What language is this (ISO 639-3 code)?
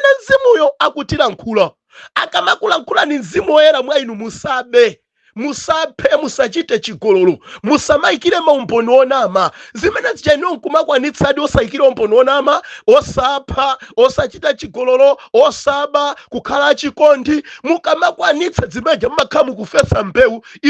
nya